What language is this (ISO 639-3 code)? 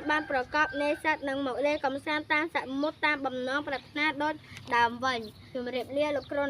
khm